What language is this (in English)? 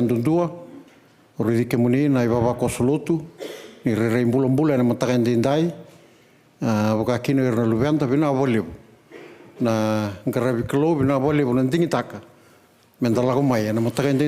Fijian